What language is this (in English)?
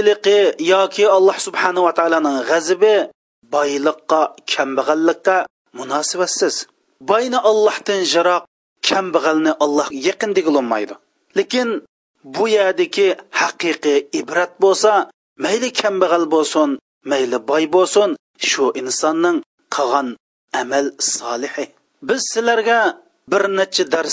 Uyghur